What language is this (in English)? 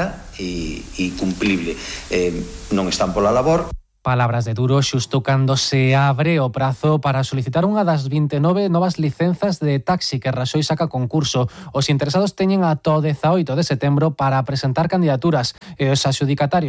Galician